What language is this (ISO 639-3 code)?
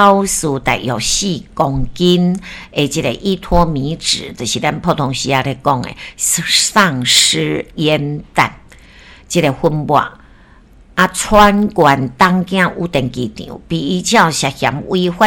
nan